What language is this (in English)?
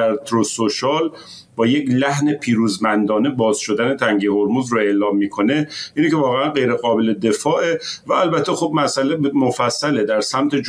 Persian